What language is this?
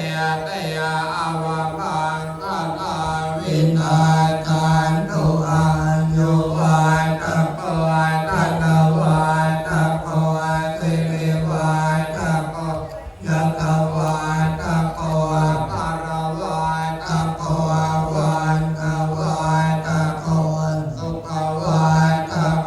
Pali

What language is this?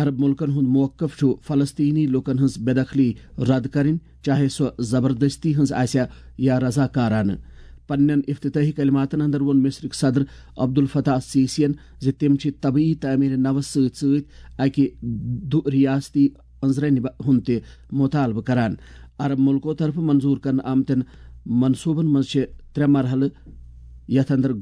Kashmiri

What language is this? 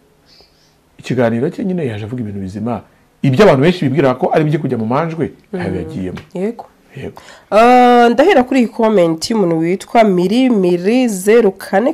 Kinyarwanda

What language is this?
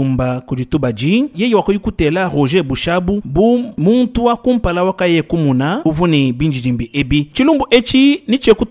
Luba-Lulua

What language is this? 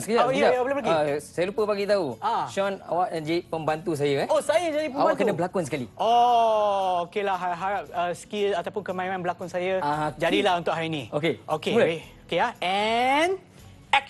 Malay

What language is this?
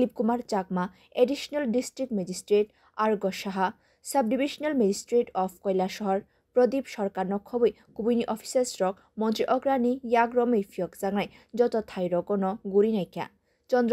Kok Borok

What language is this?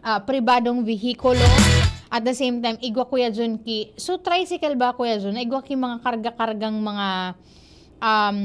Bikol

